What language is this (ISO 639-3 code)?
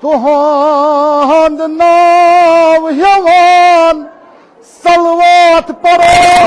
kas